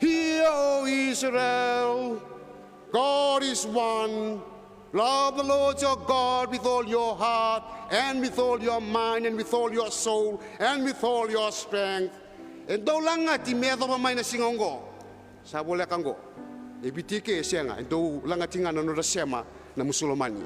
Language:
Fijian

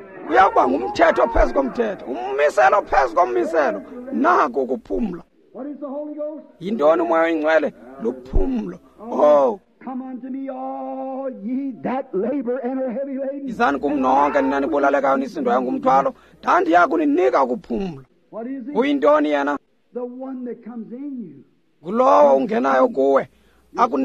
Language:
Xhosa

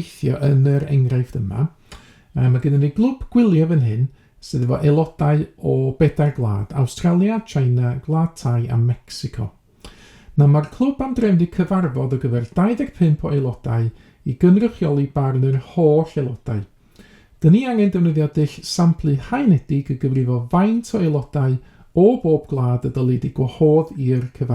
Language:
Welsh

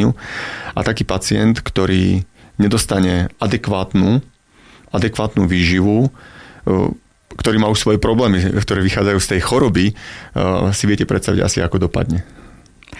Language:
Slovak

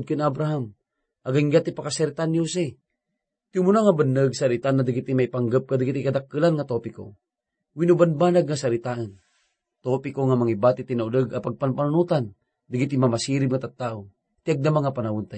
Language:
Iloko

